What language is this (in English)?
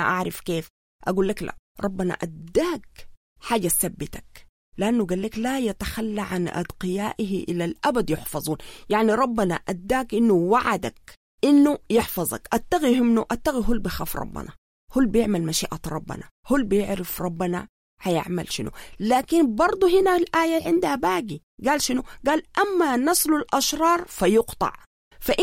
Sudanese Arabic